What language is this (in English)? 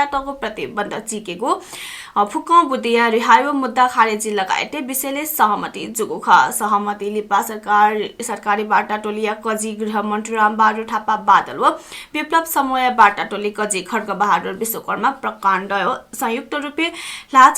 Newari